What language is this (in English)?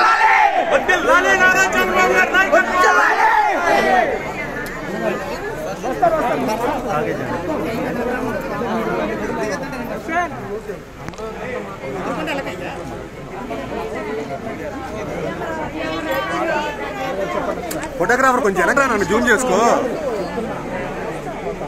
Telugu